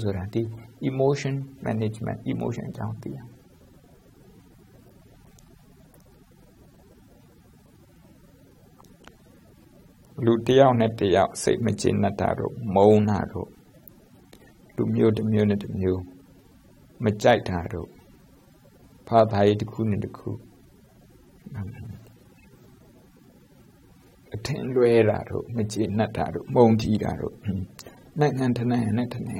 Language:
Burmese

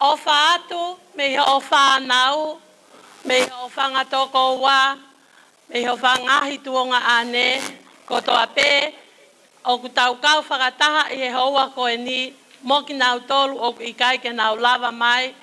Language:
Tongan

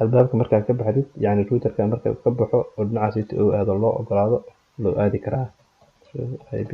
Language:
Somali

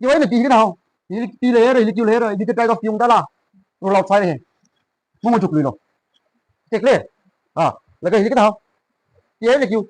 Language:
Tangkhul Naga (India)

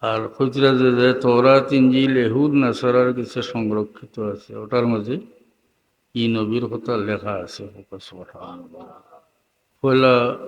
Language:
Sylheti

